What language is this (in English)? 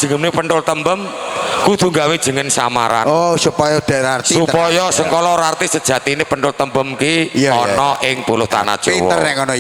Javanese